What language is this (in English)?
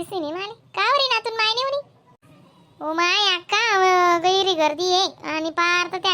Khandesi